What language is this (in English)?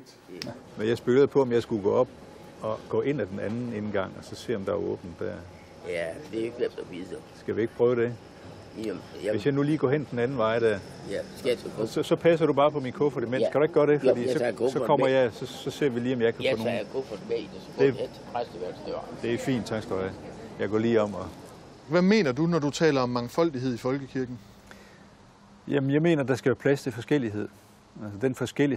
Danish